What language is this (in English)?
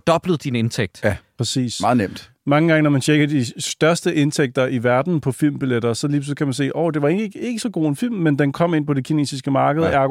Danish